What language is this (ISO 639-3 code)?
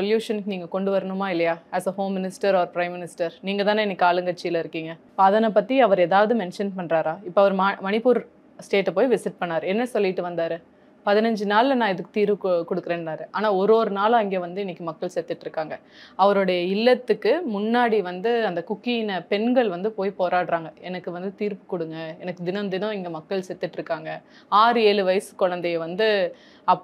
tam